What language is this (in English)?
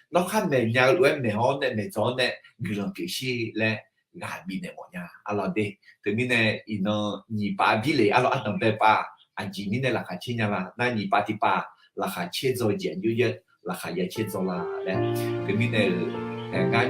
Akha